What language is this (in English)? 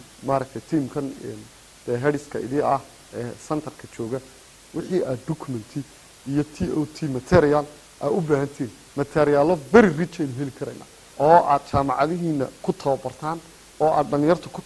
Somali